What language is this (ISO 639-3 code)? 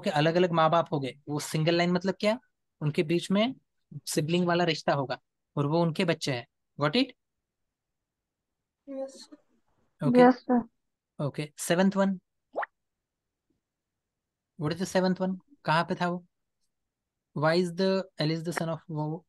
hin